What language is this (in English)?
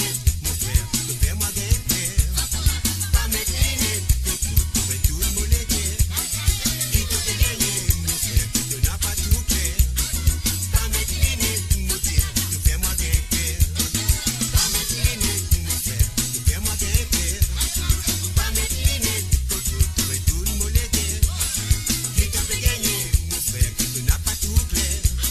Morisyen